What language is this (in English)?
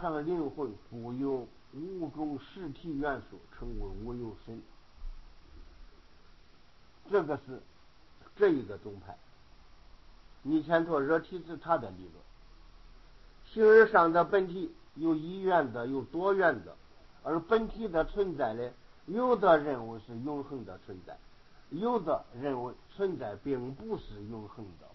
Chinese